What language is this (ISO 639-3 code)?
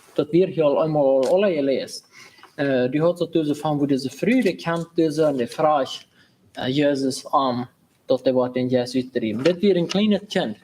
pdt